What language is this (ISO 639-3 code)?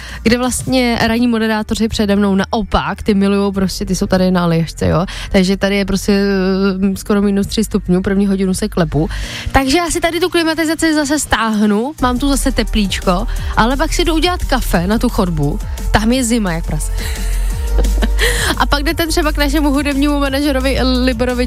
ces